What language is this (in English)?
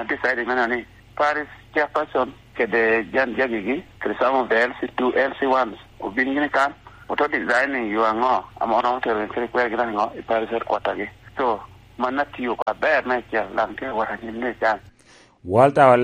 Lango (Uganda)